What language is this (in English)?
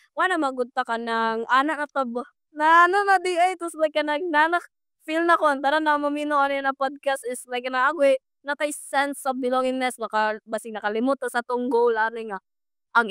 Cebuano